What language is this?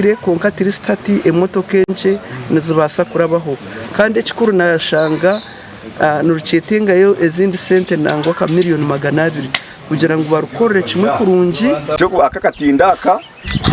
Nyankole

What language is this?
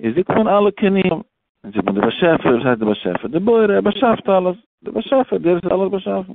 Yiddish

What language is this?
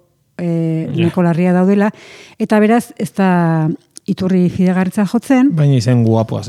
Basque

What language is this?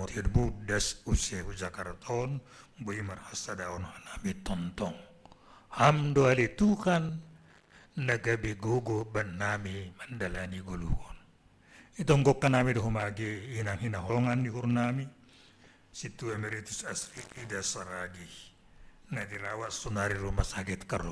Batak Simalungun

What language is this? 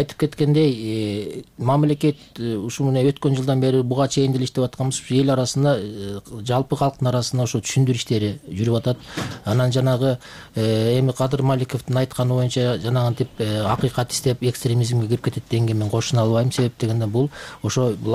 Kyrgyz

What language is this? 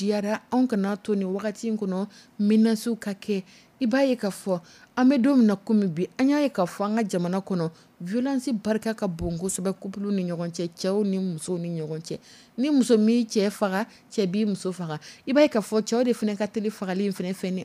Dyula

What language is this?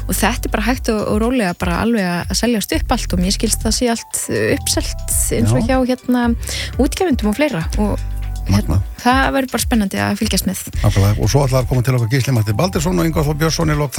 Icelandic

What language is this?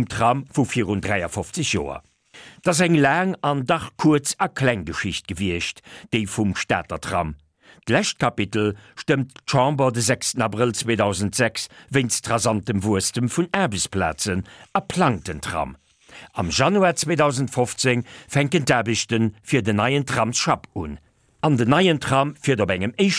Luxembourgish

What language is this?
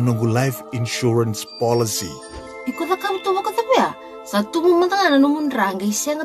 Fijian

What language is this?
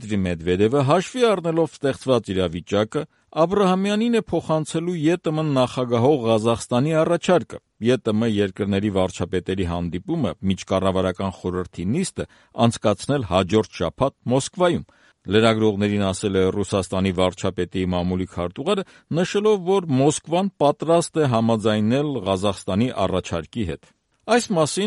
Armenian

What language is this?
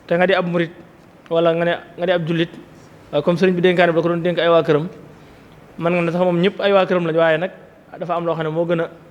Wolof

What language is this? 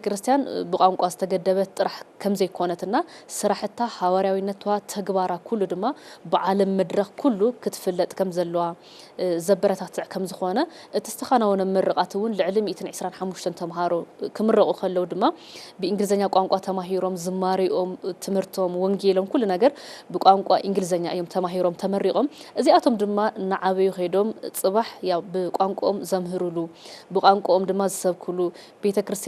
Tigrinya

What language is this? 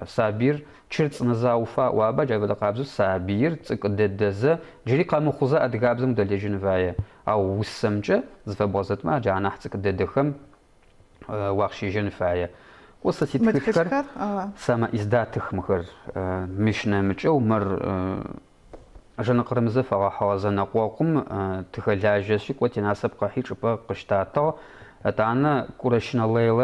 Adyghe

